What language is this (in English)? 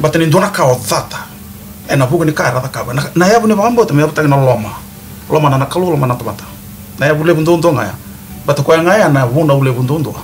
Fijian